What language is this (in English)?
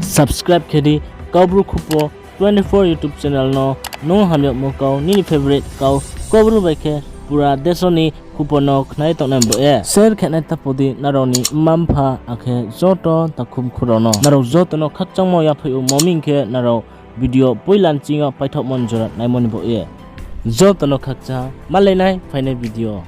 Riang (India)